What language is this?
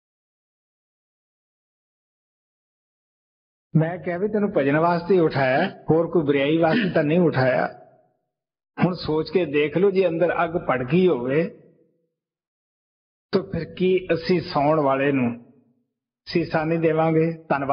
Punjabi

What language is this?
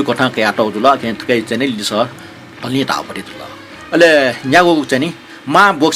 Newari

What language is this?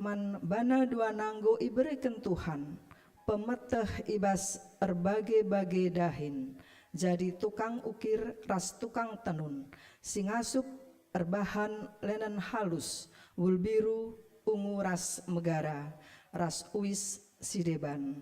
Batak Karo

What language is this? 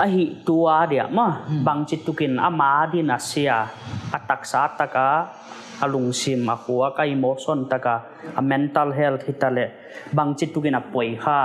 Paite Chin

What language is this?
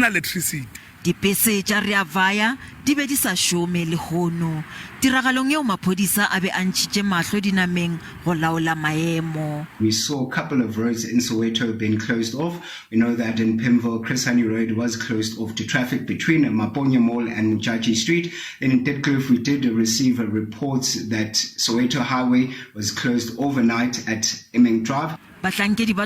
Northern Sotho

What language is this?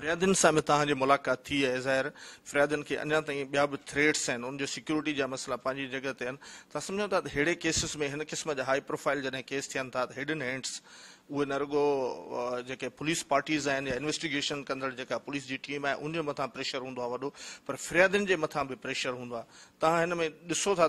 Sindhi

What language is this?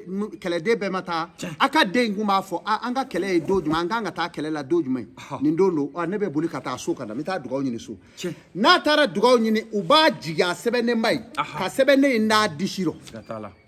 Bambara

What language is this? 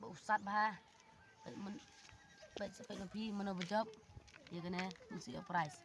Khasi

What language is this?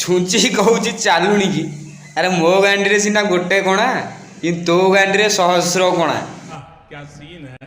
Odia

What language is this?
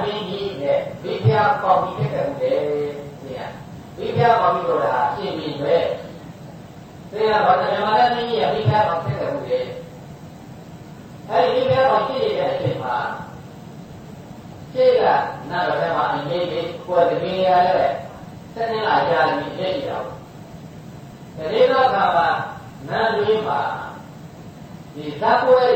Burmese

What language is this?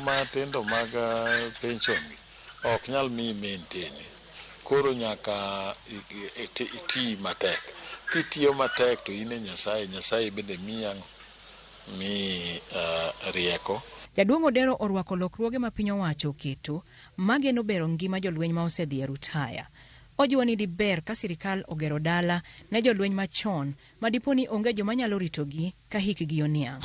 Luo (Kenya and Tanzania)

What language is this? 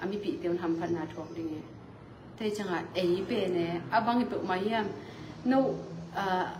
Tedim Chin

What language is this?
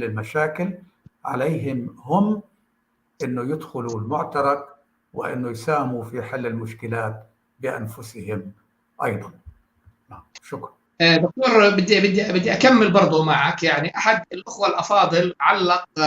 North Levantine Arabic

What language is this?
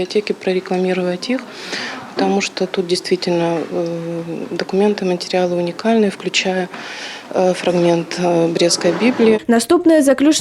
Belarusian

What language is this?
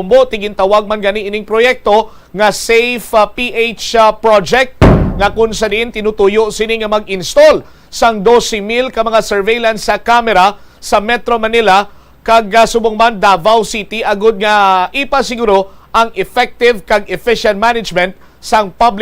Hiligaynon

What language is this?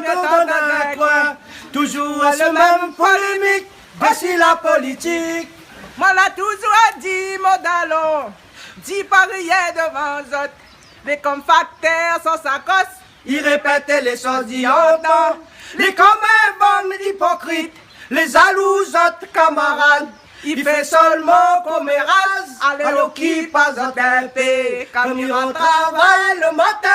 Réunion Creole French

